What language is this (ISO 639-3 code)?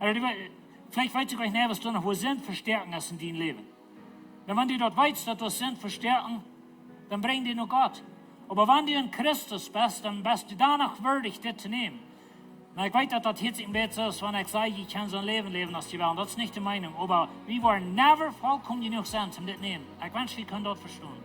pdt